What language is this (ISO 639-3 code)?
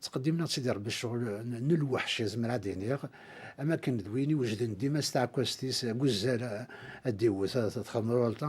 kab